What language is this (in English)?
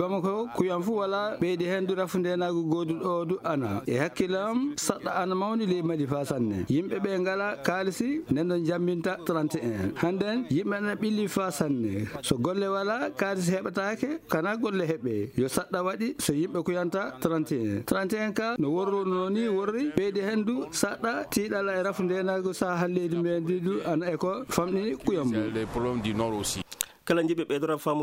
Fula